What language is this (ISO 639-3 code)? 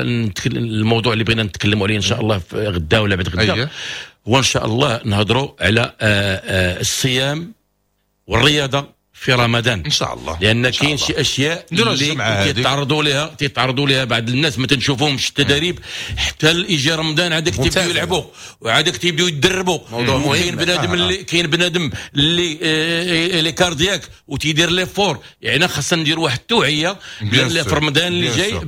ary